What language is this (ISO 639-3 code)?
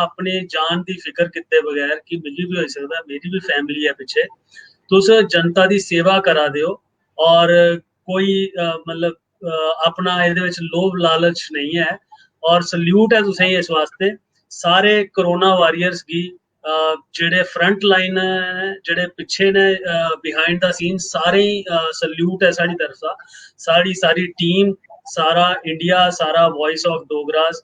doi